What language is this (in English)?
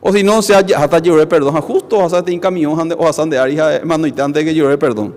Guarani